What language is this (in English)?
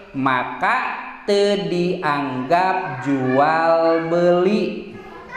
Sundanese